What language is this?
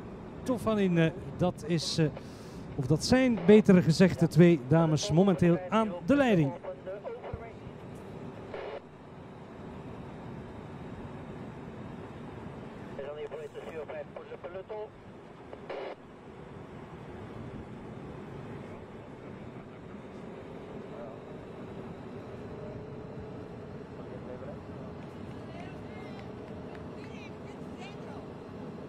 Dutch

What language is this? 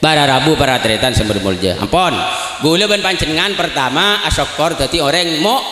Madurese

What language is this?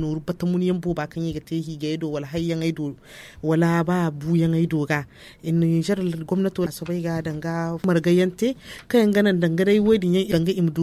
Zarma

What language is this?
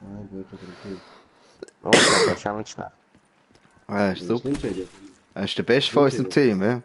Swiss German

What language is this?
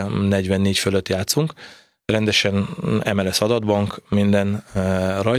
Hungarian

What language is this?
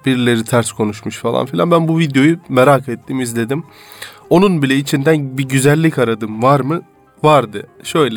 Turkish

